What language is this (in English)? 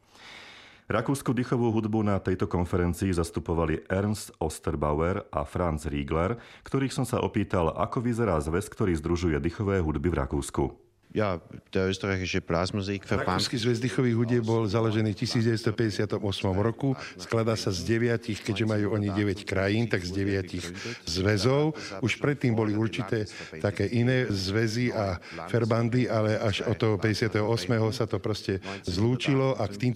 Slovak